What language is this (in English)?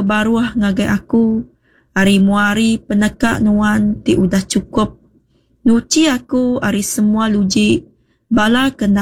Iban